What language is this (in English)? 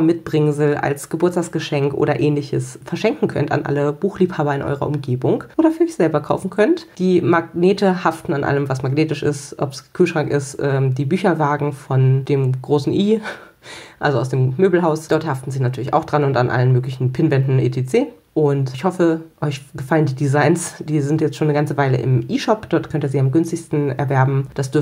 German